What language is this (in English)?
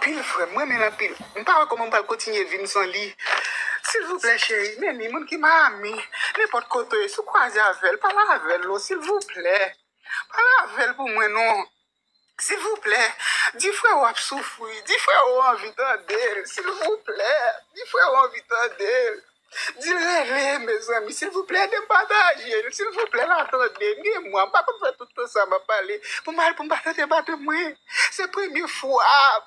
Haitian Creole